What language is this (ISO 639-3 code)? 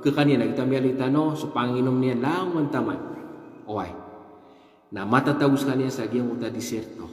mrw